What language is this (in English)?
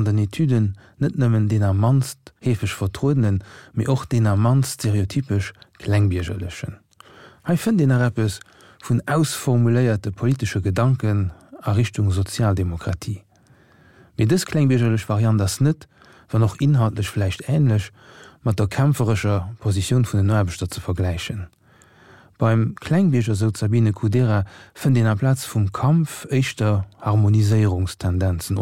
Luxembourgish